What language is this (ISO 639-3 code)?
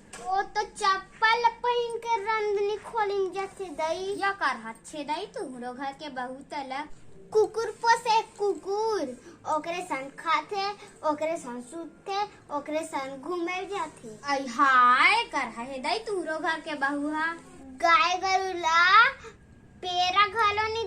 hne